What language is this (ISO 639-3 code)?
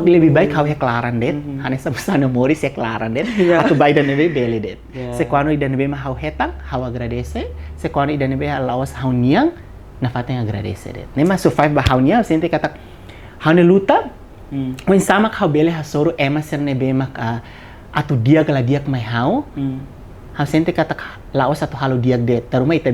tet